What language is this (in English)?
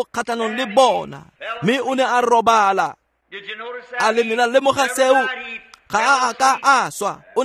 Tswana